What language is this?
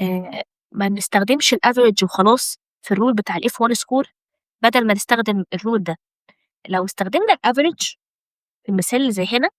Egyptian Arabic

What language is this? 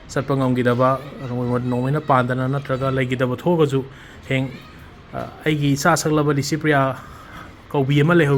Manipuri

